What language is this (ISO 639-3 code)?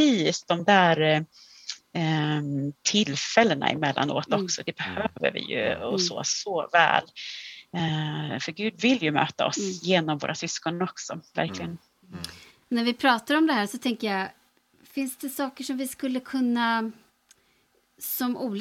swe